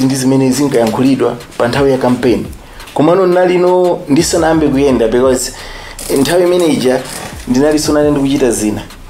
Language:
Nyanja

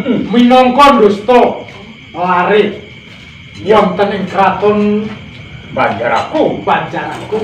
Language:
Javanese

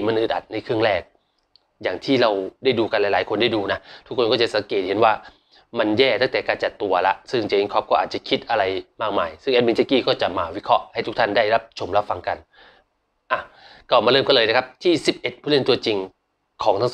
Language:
Thai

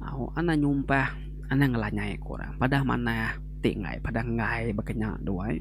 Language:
Iban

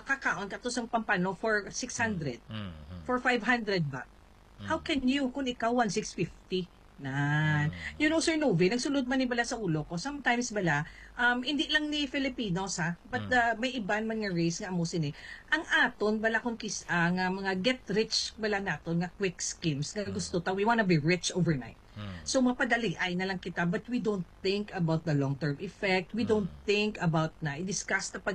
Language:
Hiligaynon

